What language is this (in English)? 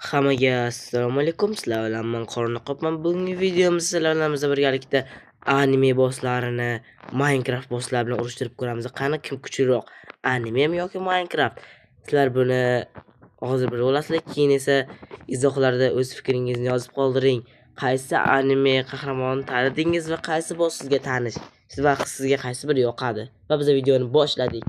Uzbek